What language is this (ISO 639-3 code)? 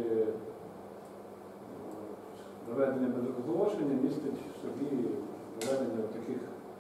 ukr